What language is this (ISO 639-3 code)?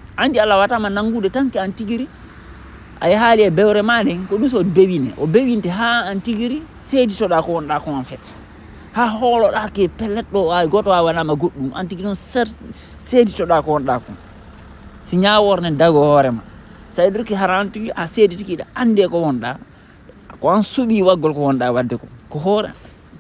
ful